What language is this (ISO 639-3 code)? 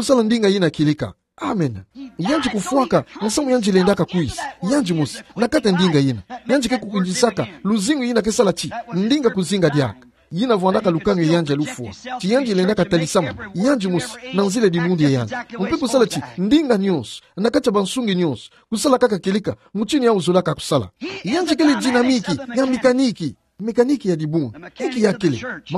ktu